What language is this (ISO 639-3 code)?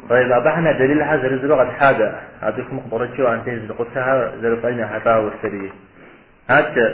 kbd